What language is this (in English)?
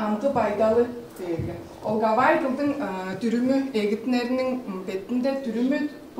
Tuvinian